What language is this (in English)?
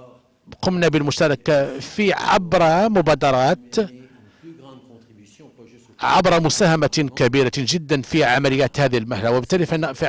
Arabic